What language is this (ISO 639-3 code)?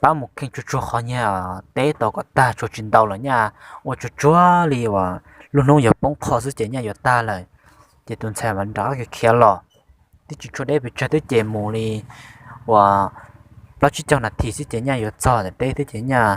hmn